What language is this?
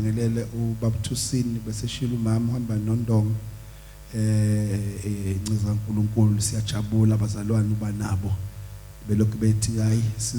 Zulu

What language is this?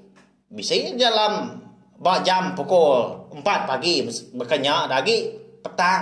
Iban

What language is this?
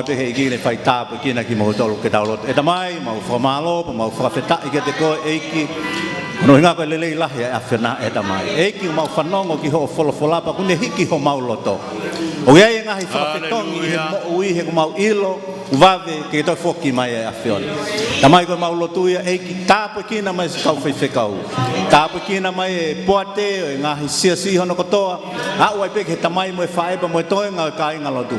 Tongan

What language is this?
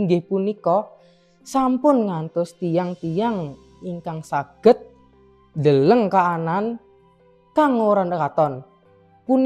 Javanese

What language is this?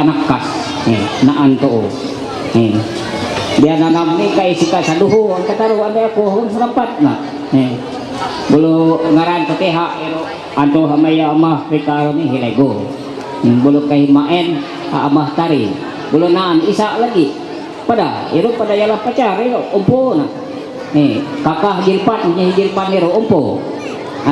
Ma'anyan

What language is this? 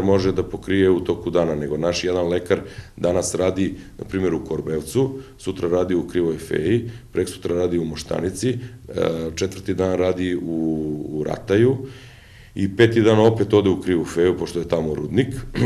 Serbian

